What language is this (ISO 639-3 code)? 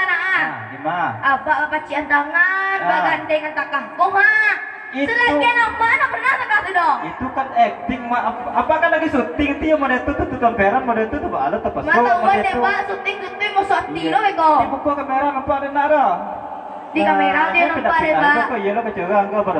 min